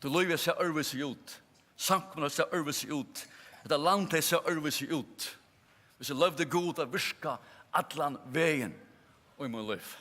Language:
Faroese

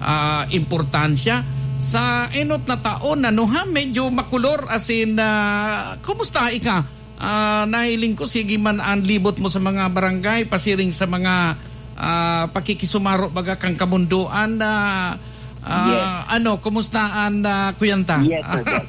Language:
Bikol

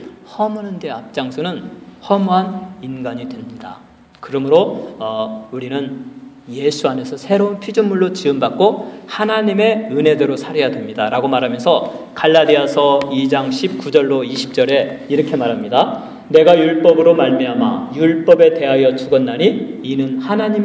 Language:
Korean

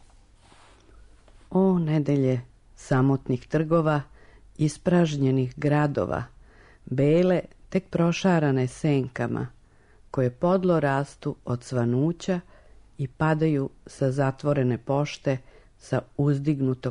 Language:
Serbian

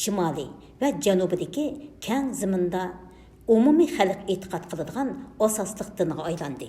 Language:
Uyghur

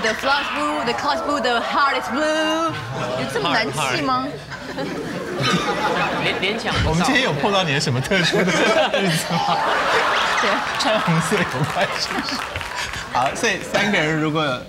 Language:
Chinese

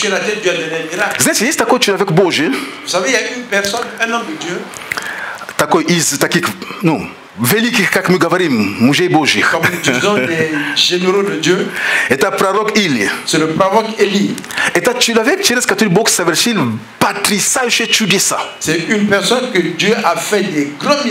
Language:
Russian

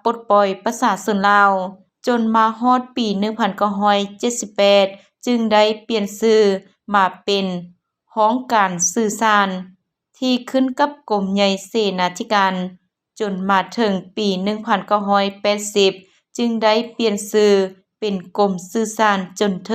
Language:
Lao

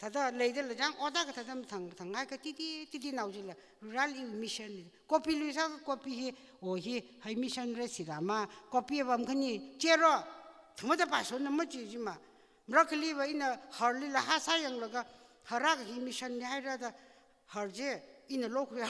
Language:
Tangkhul Naga (India)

